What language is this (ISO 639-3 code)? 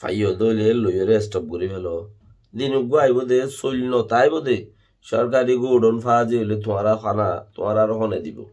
rhg